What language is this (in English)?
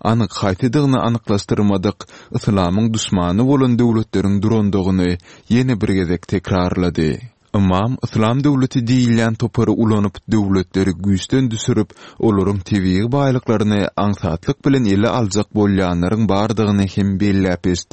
Turkmen